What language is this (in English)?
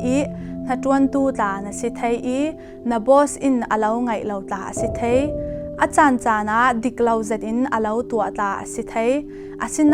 Falam Chin